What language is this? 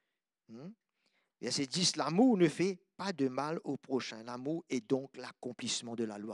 Morisyen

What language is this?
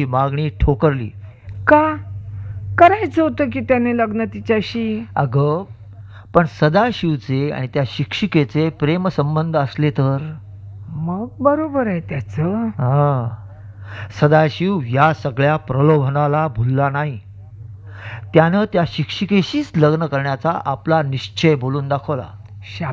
Marathi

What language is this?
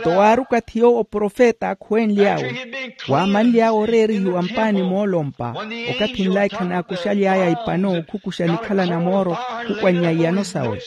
Makhuwa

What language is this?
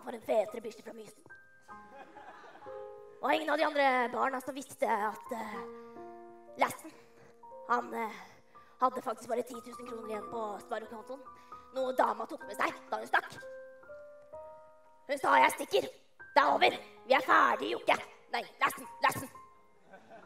Norwegian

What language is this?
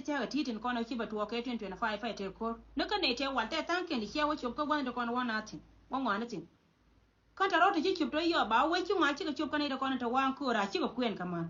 Nuer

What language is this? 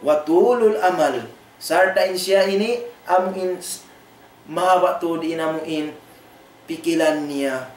Tausug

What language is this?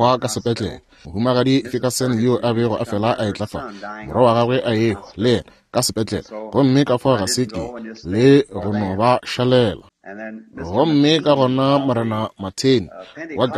Northern Sotho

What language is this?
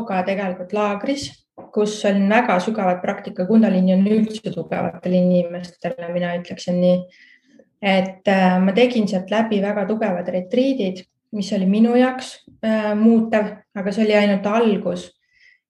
Estonian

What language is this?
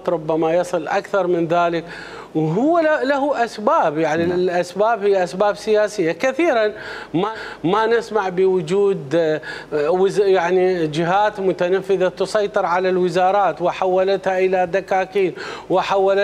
Mesopotamian Arabic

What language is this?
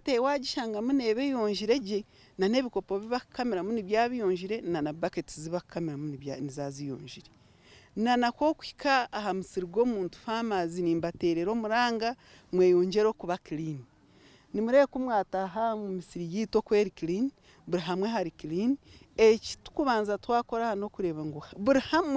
Nyankole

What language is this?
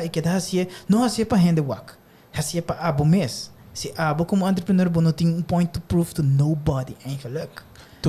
Papiamento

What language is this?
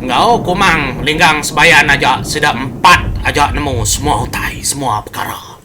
Iban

